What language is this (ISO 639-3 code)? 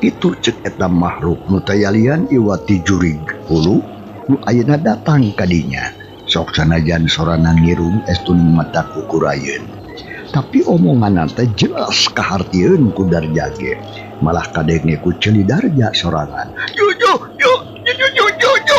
sun